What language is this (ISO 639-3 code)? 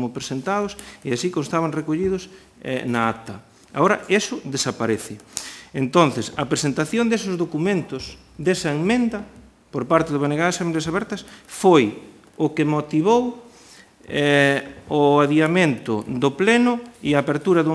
glg